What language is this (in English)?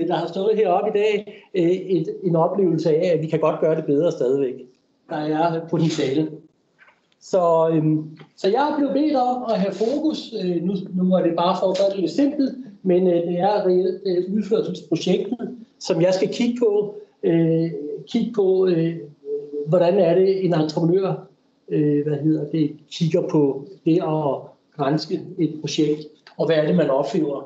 Danish